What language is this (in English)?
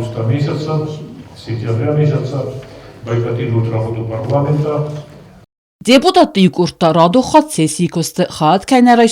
Ossetic